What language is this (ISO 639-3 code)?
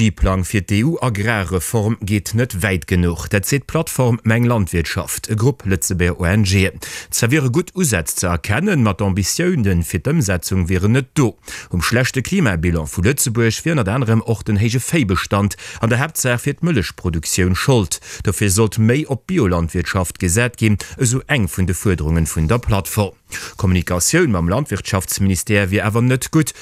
ltz